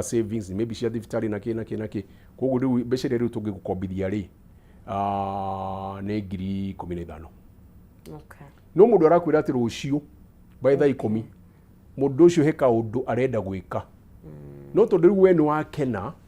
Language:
Kikuyu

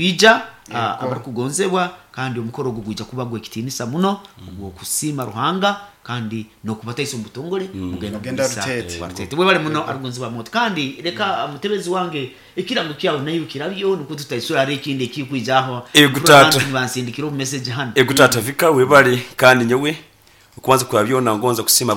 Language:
Nyankole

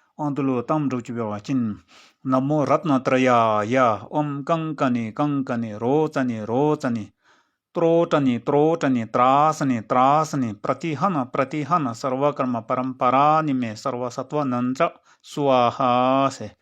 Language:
Dzongkha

